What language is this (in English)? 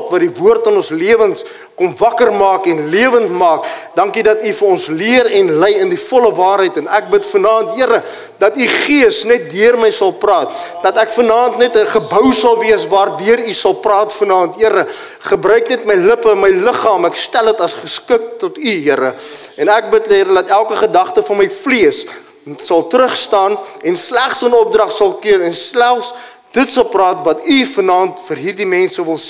Afrikaans